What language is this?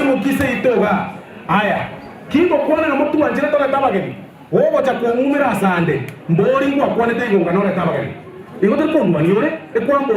Gusii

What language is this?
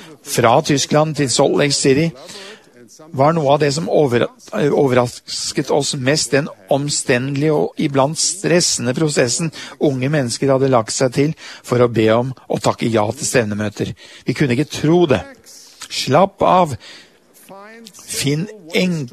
Norwegian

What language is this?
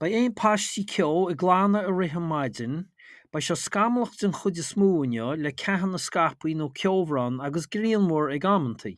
Irish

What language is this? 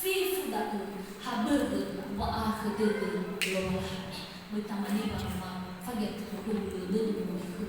Nias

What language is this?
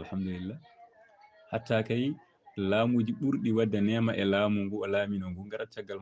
Fula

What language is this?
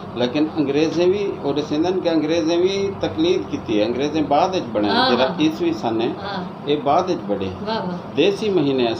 Saraiki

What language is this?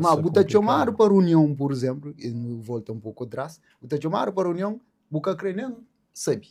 Kabuverdianu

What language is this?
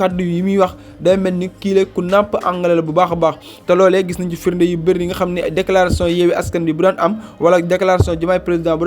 Wolof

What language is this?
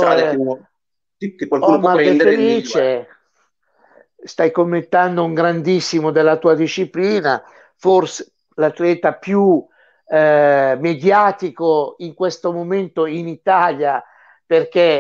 Italian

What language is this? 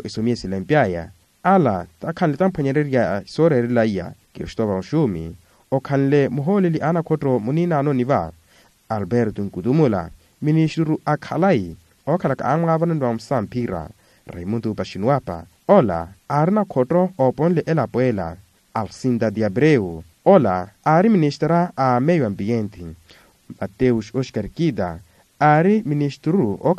Makhuwa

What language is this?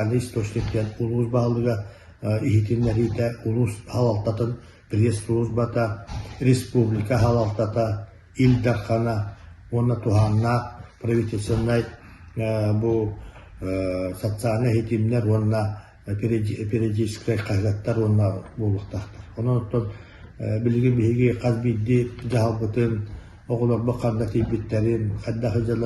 Yakut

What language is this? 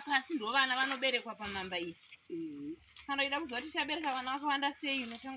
Shona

